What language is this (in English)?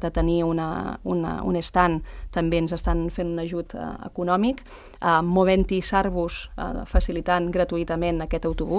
Catalan